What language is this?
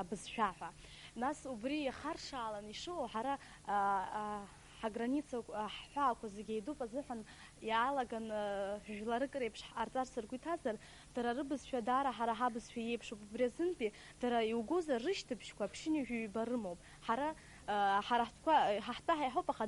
Abkhazian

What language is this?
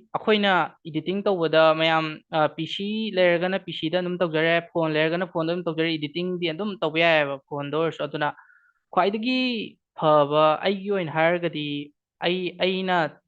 Manipuri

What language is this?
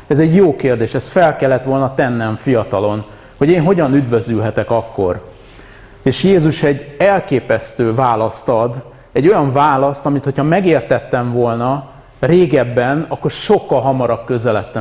Hungarian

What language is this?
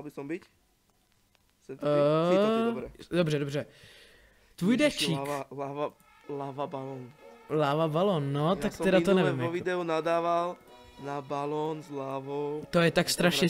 Czech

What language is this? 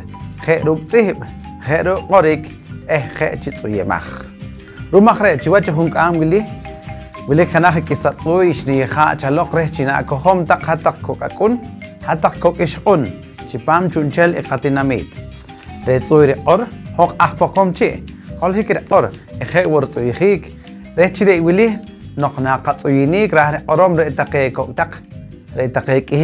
Poqomchi'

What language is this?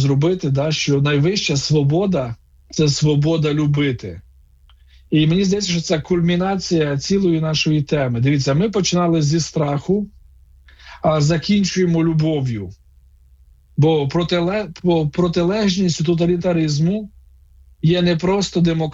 Ukrainian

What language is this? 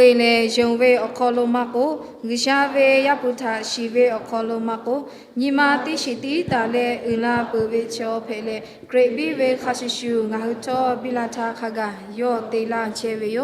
Lahu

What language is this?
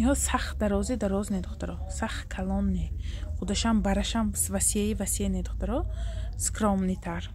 Tajik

